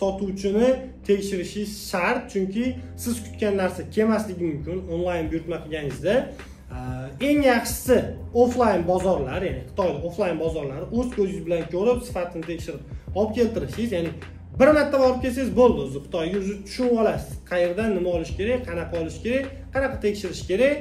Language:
Uzbek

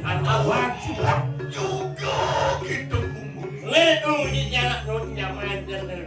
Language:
Balinese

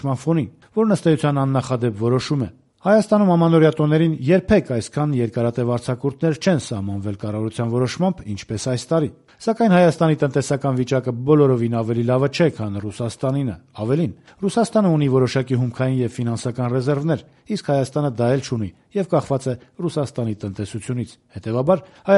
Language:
Armenian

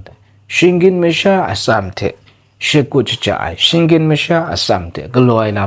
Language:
Kachin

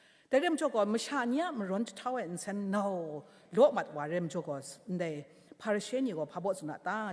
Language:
Kachin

